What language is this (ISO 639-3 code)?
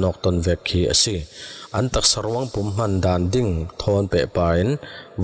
cfm